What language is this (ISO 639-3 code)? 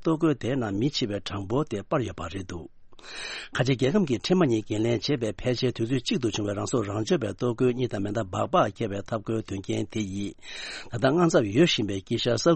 bod